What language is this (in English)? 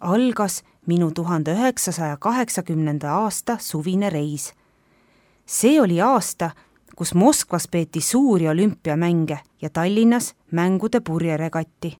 Estonian